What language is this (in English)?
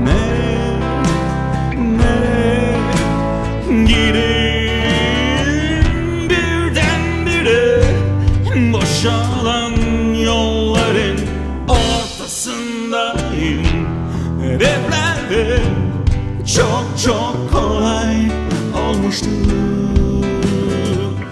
Turkish